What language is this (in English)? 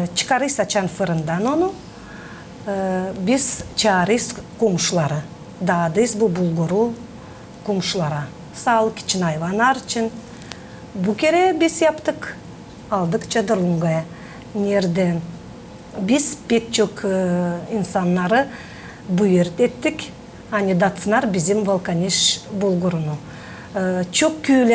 Gagauz